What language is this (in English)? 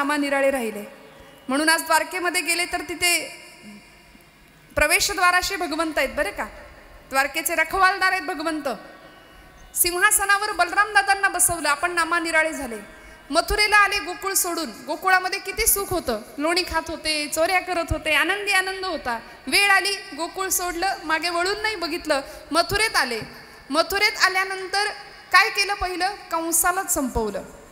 Marathi